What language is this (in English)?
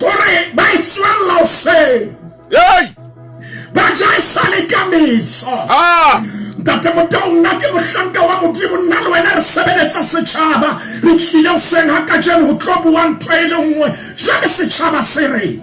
Southern Sotho